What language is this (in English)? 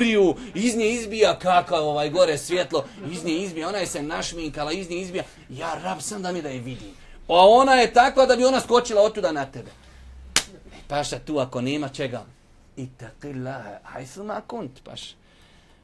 Bosnian